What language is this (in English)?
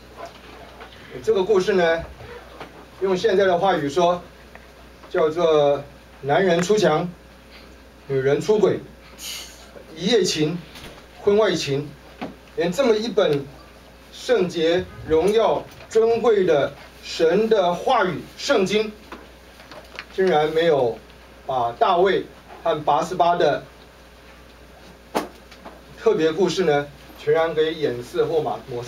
Chinese